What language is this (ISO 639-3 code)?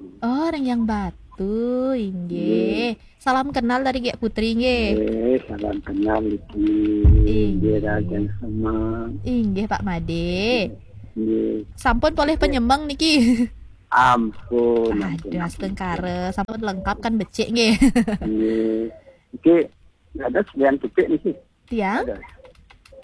ban